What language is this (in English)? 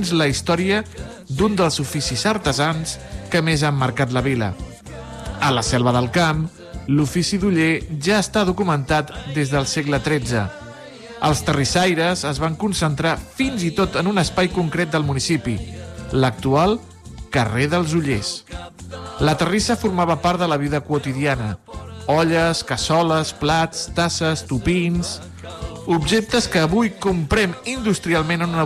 Catalan